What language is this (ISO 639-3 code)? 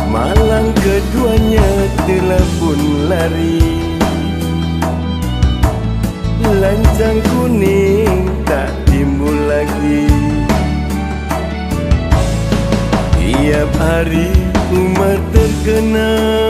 msa